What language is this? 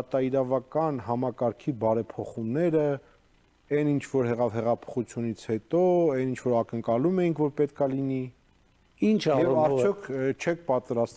Armenian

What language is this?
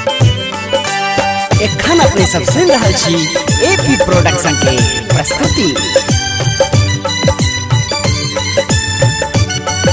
Maithili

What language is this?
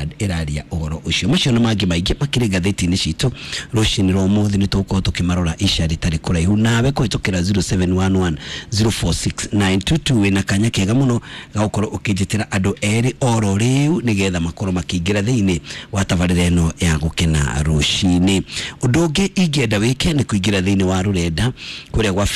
Kikuyu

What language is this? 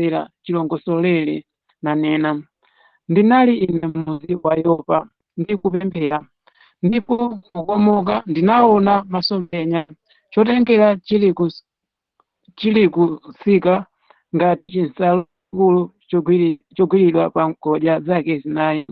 Nyanja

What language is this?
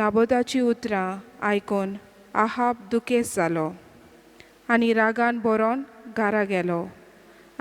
Konkani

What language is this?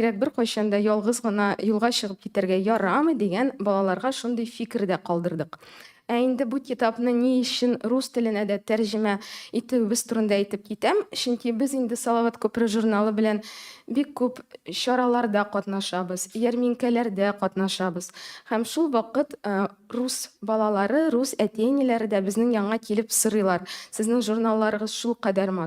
Tatar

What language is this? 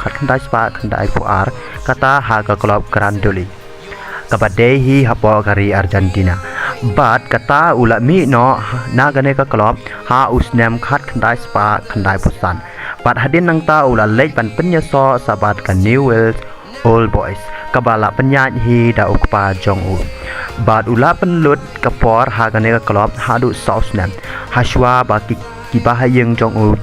Khasi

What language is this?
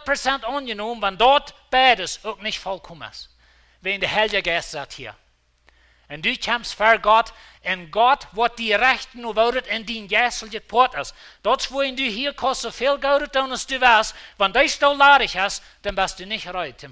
Plautdietsch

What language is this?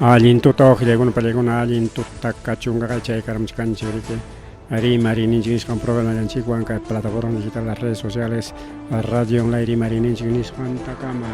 Ayacucho Quechua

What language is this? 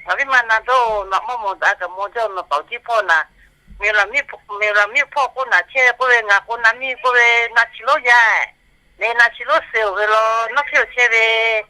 Lahu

